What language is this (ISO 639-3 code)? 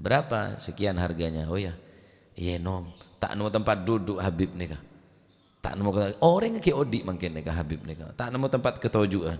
mad